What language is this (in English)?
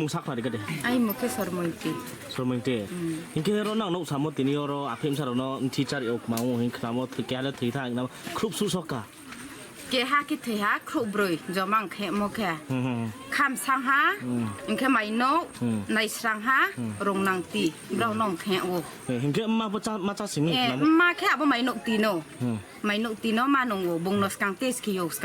Riang (India)